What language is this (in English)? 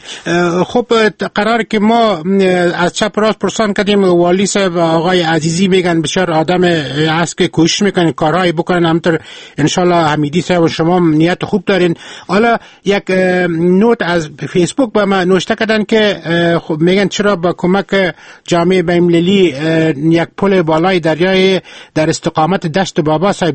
Persian